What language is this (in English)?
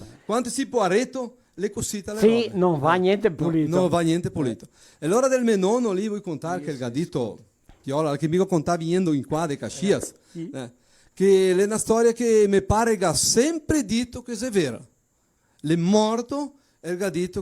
Venetian